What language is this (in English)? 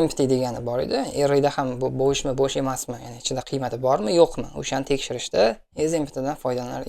Uzbek